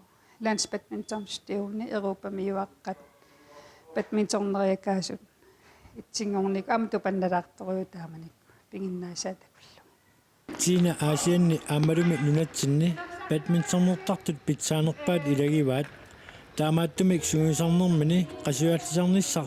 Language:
Kalaallisut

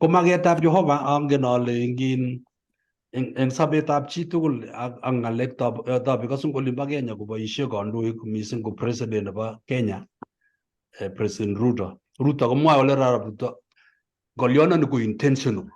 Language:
Kalenjin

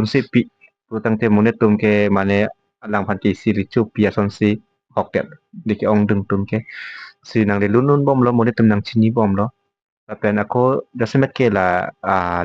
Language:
Karbi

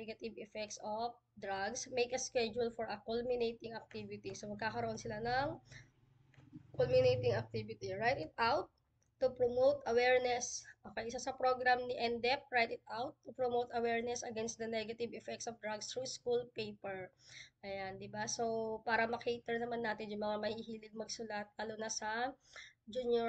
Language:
Filipino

